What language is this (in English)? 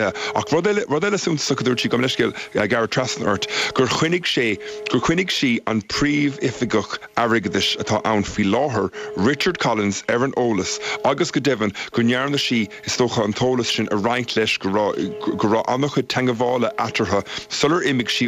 Irish